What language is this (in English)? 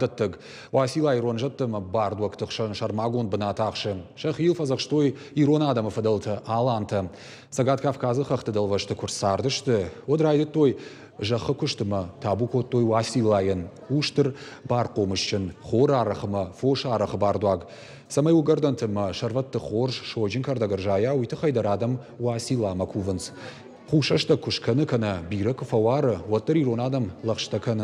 Ossetic